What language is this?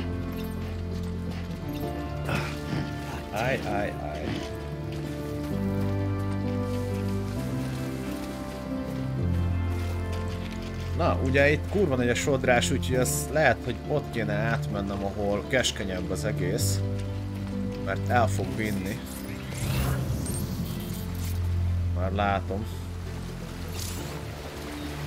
Hungarian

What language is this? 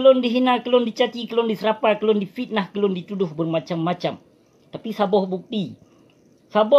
Achinese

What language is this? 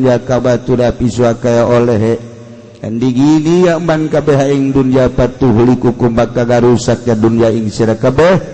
Sundanese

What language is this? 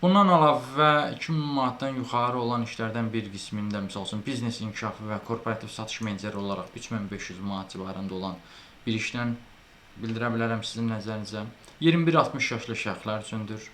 Azerbaijani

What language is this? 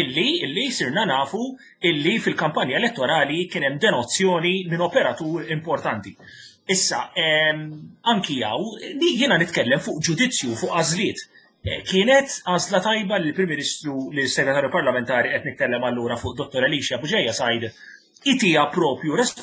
Maltese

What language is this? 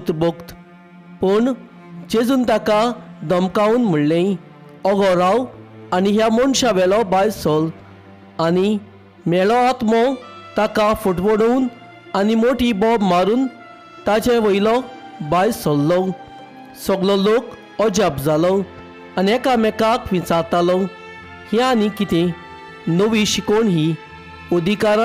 Konkani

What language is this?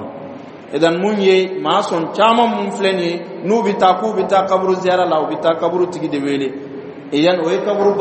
Dyula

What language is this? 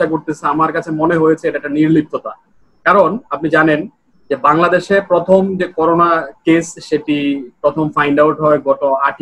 Bangla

